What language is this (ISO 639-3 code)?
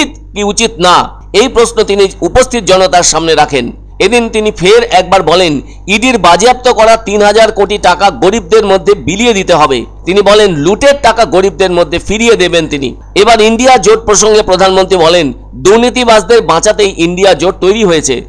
ben